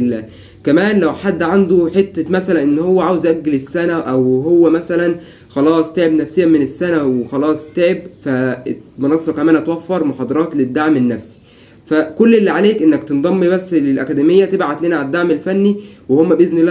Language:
Egyptian Arabic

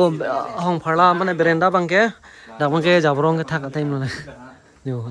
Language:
Karbi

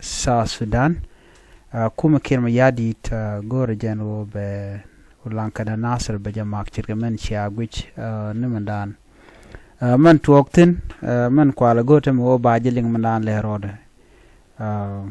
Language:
Nuer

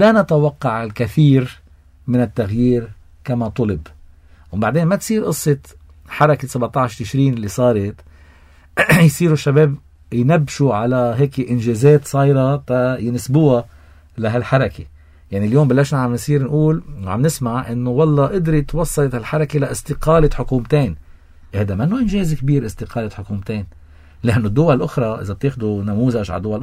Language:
North Levantine Arabic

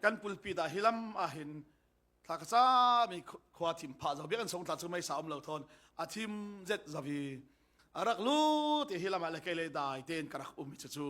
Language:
Falam Chin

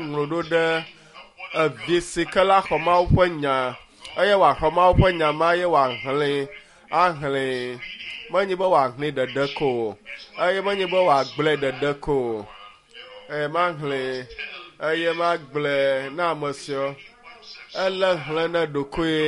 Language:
Ewe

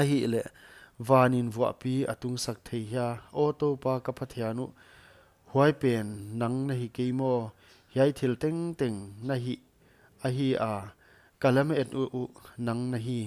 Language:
Paite Chin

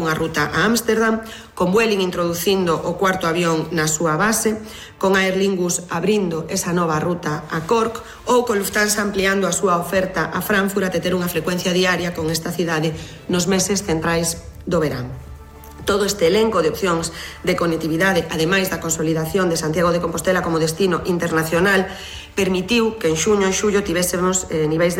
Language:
Galician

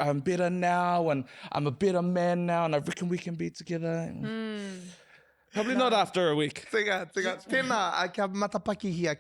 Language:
Māori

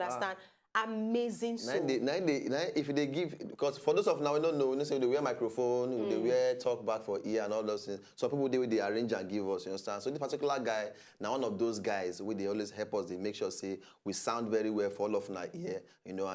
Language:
Nigerian Pidgin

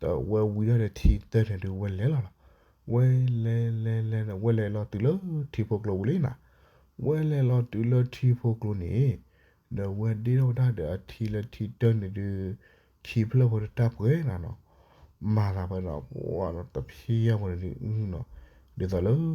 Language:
S'gaw Karen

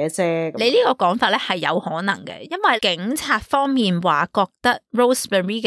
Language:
Cantonese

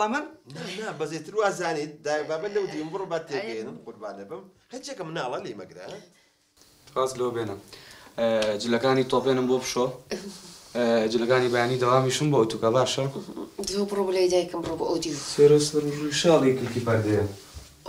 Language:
Central Kurdish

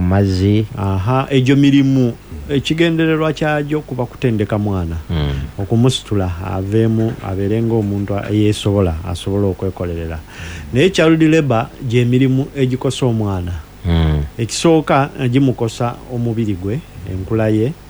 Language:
Ganda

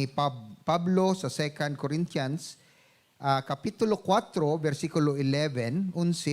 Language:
Hiligaynon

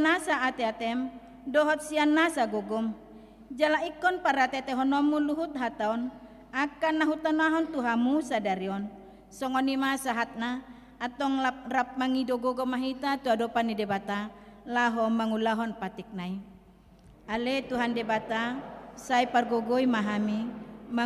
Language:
Batak Toba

